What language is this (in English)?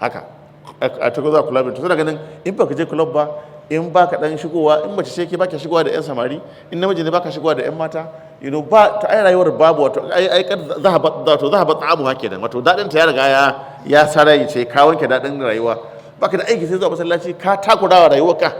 Hausa